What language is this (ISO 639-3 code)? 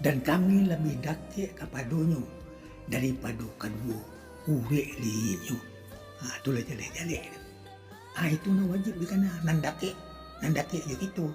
min